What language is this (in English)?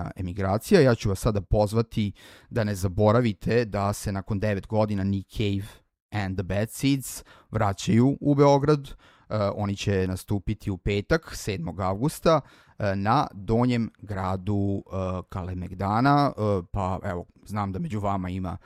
Serbian